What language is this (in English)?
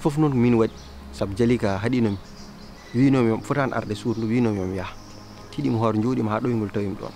Fula